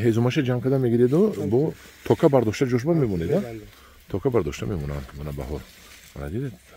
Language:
Tajik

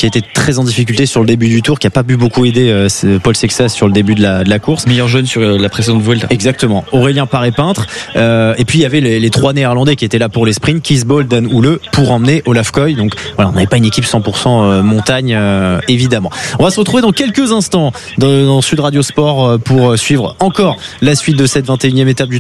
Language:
French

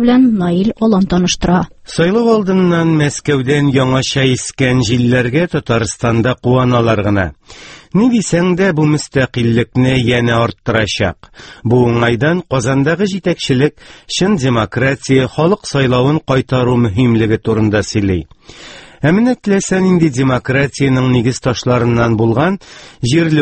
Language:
Tatar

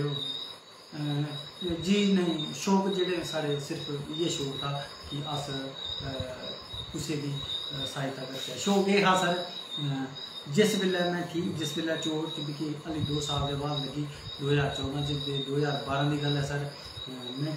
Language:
Dogri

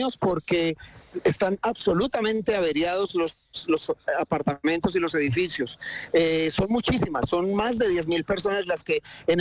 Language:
Spanish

